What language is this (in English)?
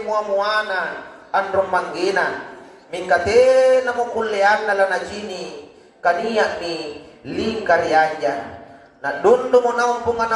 Makasar